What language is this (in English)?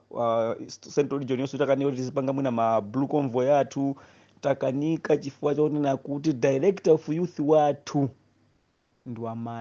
Nyanja